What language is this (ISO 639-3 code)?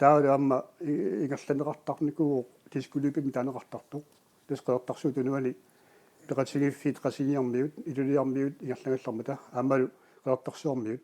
kal